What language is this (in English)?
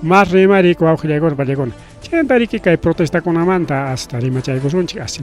Ayacucho Quechua